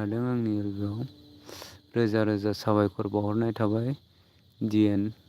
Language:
Bodo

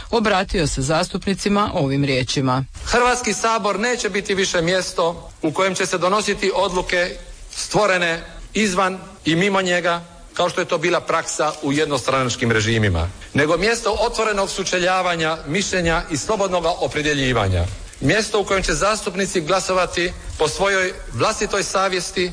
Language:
Croatian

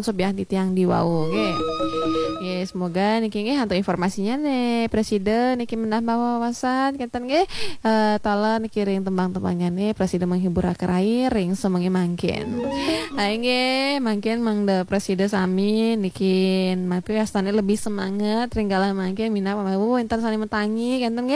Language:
Balinese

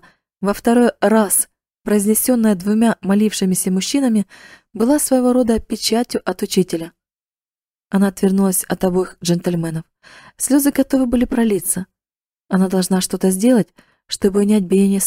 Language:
Russian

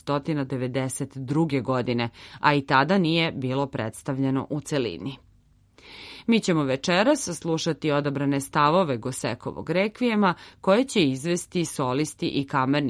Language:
Serbian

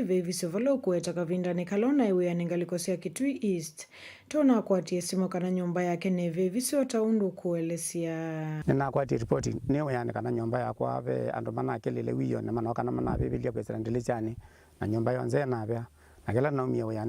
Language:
Kamba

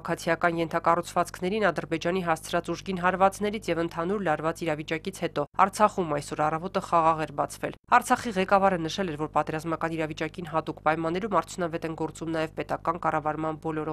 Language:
Armenian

